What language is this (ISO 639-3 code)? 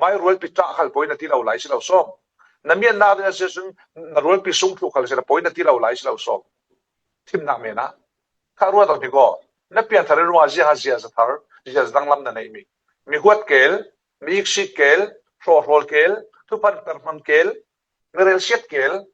cfm